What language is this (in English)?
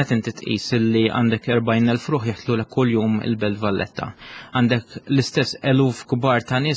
Maltese